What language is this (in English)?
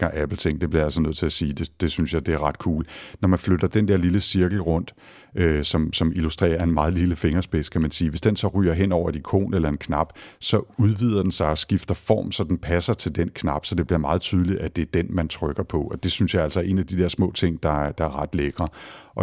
Danish